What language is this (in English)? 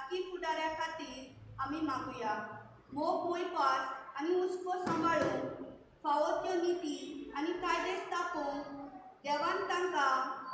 Konkani